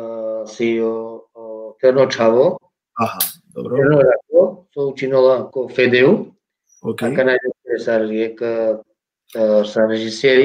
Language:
Balkan Romani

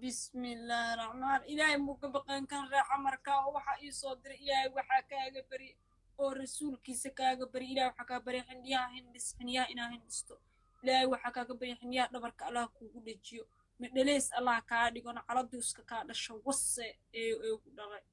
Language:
Somali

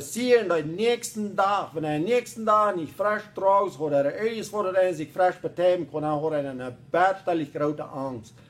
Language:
Plautdietsch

